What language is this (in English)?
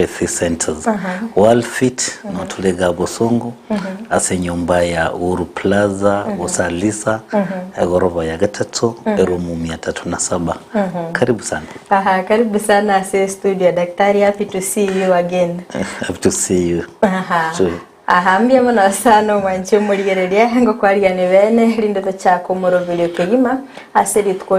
Gusii